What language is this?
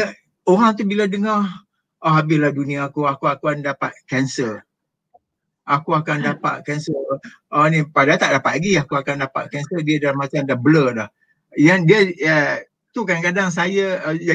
Malay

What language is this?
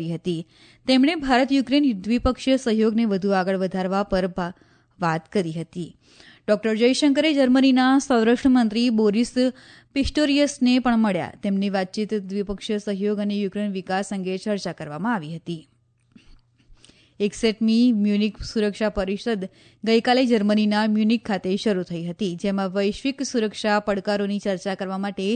Gujarati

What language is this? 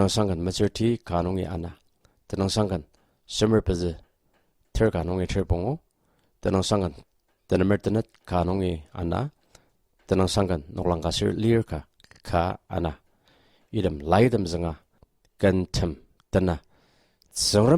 Ao Naga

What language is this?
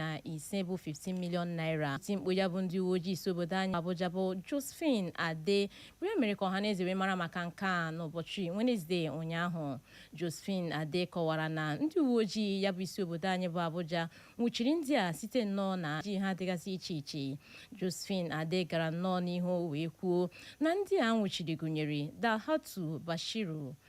Igbo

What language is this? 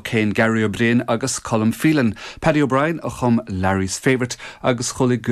Irish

